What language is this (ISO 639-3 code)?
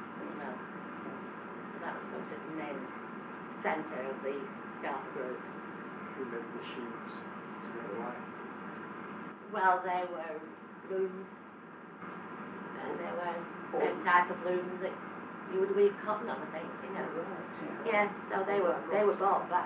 eng